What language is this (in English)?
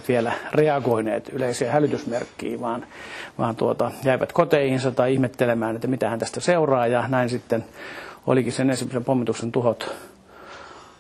Finnish